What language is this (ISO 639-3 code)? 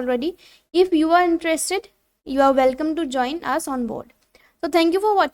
asm